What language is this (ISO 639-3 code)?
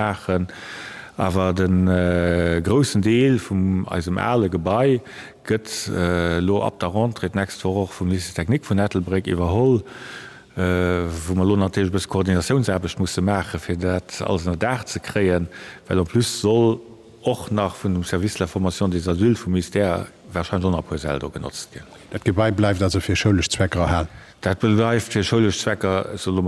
ltz